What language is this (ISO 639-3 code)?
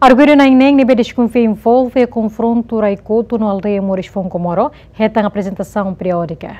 tet